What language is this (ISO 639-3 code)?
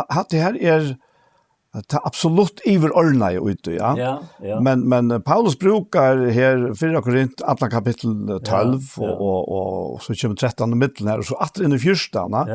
fao